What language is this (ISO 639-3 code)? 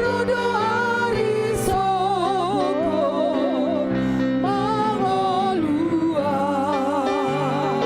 bbc